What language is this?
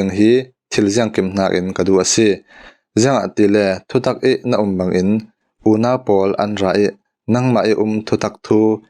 Falam Chin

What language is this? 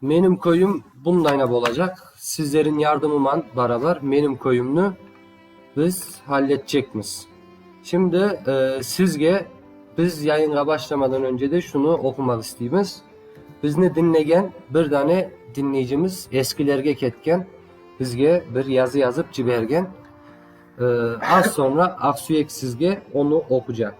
Crimean Tatar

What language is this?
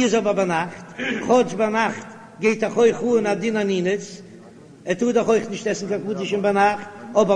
Yiddish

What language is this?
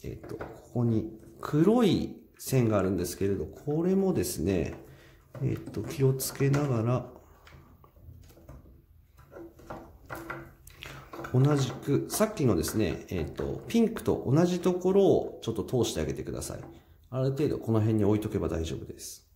Japanese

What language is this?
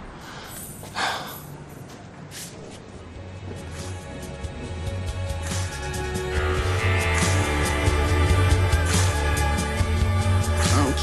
Hungarian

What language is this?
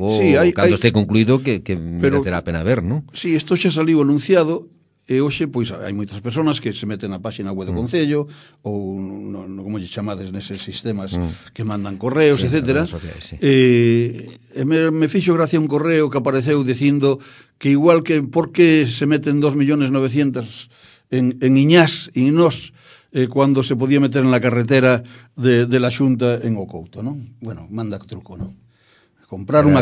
Galician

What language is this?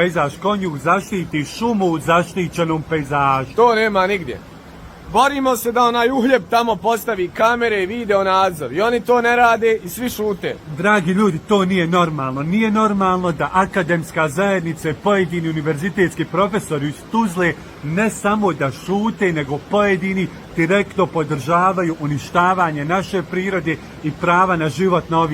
Bosnian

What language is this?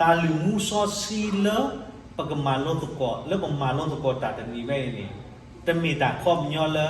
S'gaw Karen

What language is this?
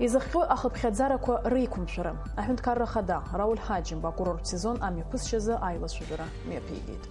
Abkhazian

